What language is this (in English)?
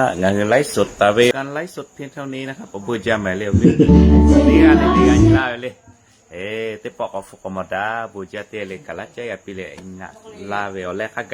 Lahu